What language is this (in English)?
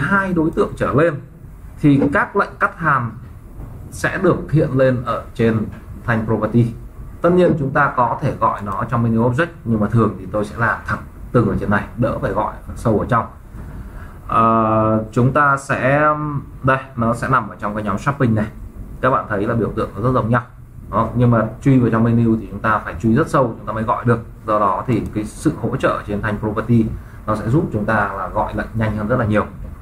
Vietnamese